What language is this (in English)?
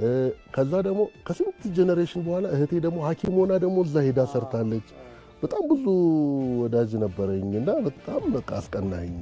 Amharic